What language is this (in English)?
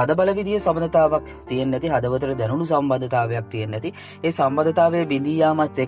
Sinhala